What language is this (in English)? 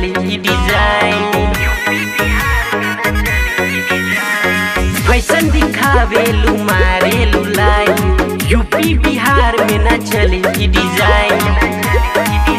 Bhojpuri